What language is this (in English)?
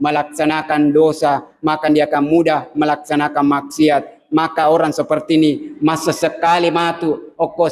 Buginese